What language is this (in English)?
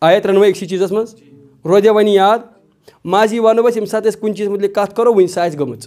Kashmiri